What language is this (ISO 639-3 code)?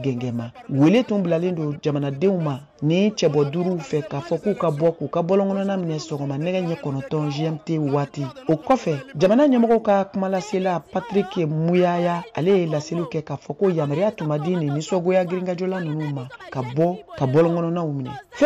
bam